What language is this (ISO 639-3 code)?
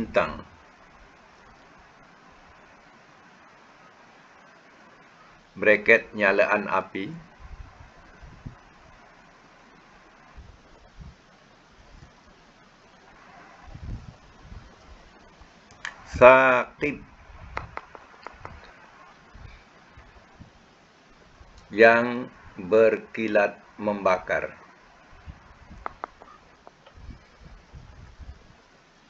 msa